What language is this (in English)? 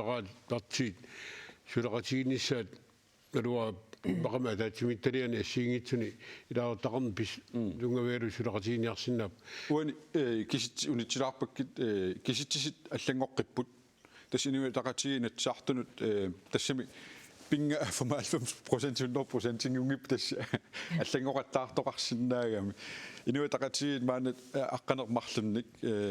Kalaallisut